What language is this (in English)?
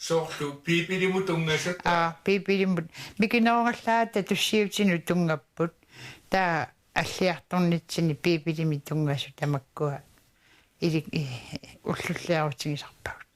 Kalaallisut